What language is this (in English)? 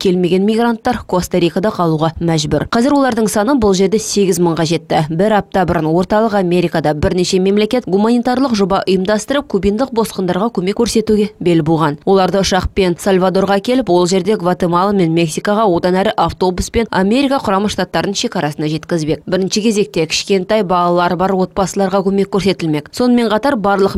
Kazakh